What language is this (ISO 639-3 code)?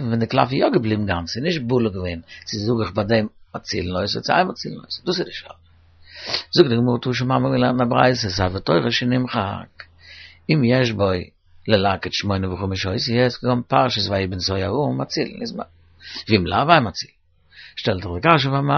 yid